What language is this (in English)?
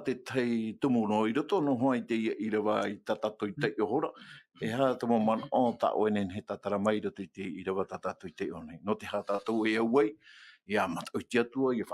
Tahitian